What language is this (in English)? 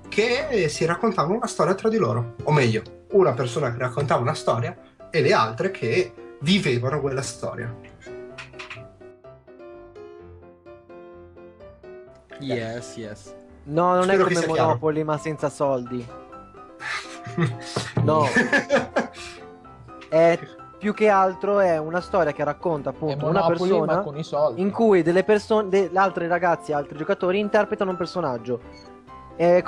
Italian